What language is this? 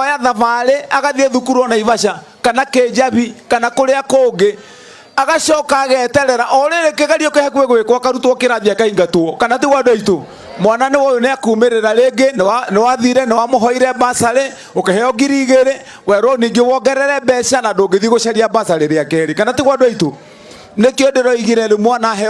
Kikuyu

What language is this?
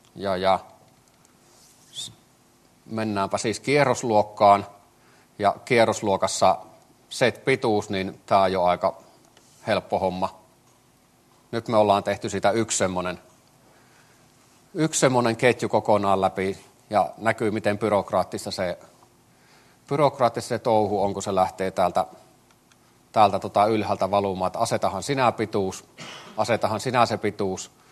Finnish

